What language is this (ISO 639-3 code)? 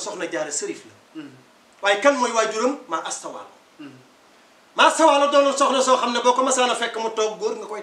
wol